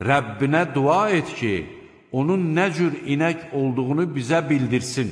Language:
Azerbaijani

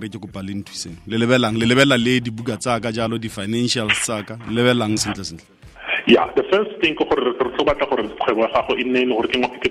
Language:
Tswana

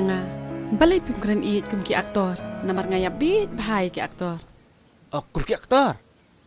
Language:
Khasi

